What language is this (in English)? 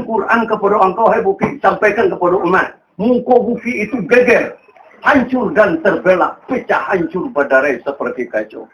Minangkabau